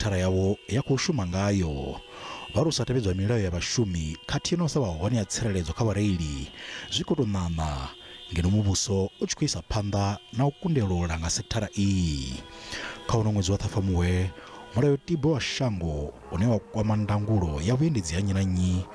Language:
Venda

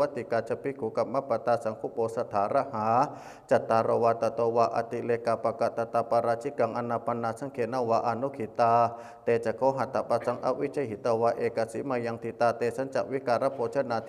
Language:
Pali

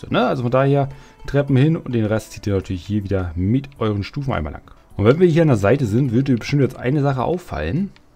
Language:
German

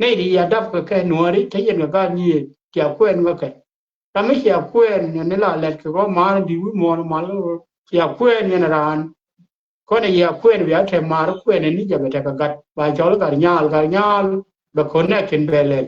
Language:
Nuer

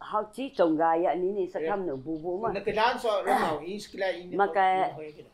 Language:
Taroko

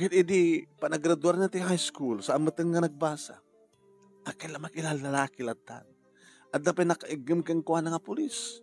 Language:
Iloko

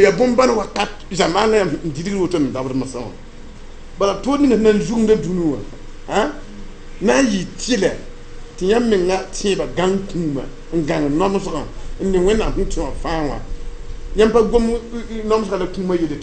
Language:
Mossi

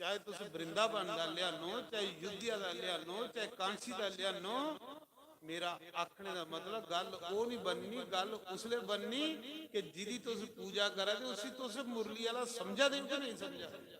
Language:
Dogri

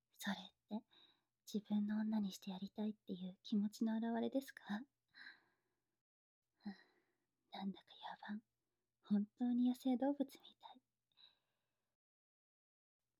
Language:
Japanese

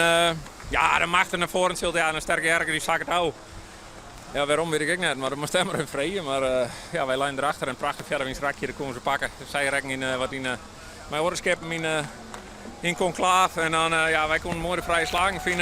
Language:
Western Frisian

